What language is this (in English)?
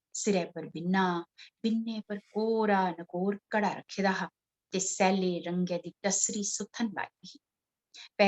Dogri